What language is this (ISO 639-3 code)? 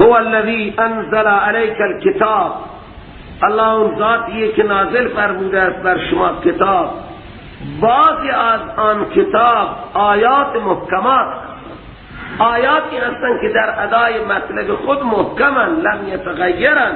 fas